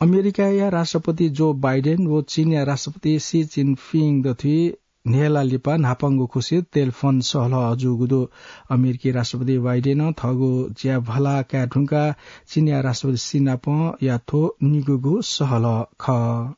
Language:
Newari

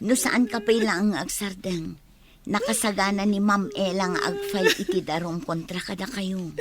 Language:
Iloko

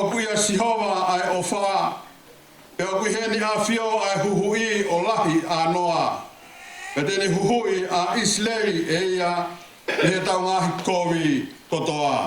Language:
Tongan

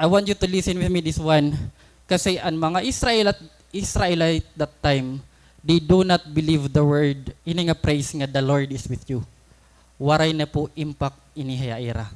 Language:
Waray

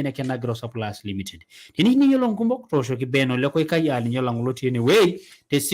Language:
Masai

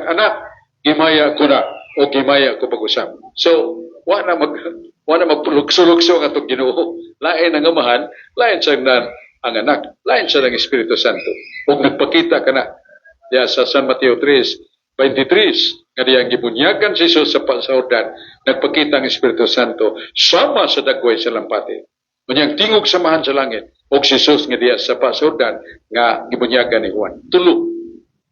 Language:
Cebuano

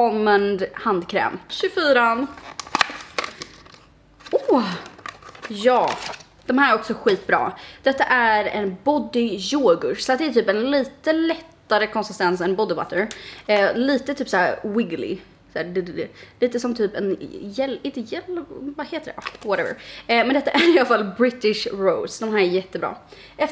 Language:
Swedish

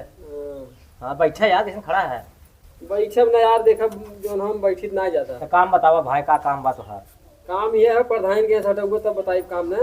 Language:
Awadhi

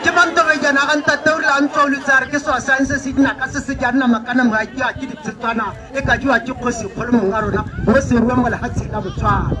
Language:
Tswana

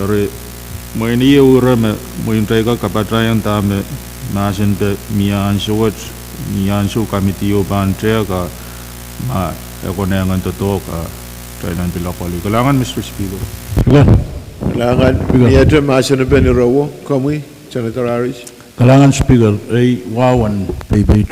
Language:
Pohnpeian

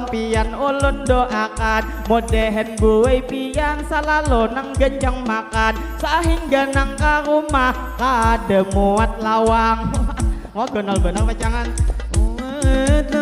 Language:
Banjar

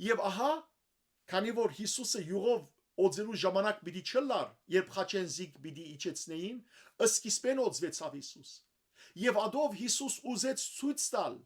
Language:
Western Armenian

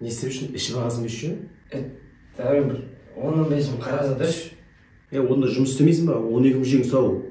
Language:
Kazakh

